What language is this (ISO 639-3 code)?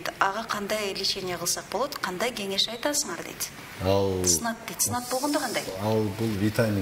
kir